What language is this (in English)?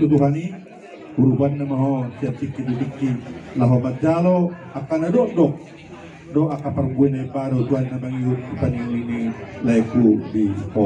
Batak Toba